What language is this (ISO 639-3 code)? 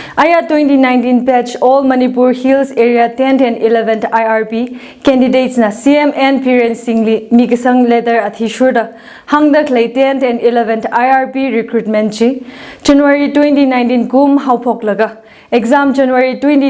nmf